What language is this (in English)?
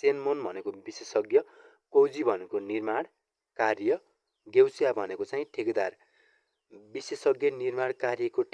Nepali